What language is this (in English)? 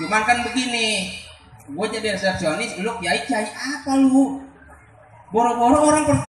Betawi